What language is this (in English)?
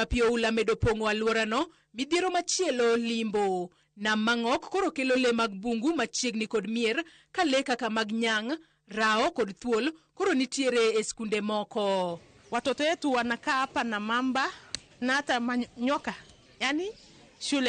Luo (Kenya and Tanzania)